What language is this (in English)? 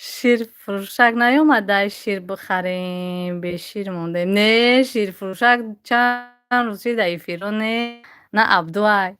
Tajik